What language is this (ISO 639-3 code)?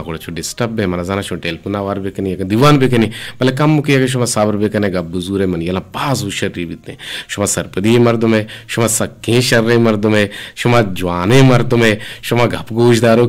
bgp